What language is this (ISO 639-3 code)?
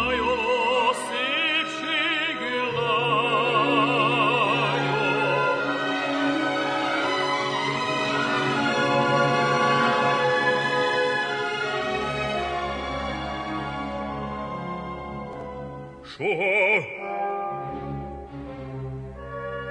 hun